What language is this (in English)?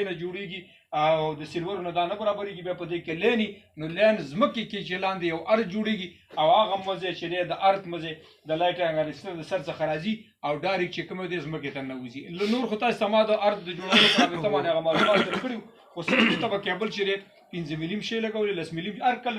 Pashto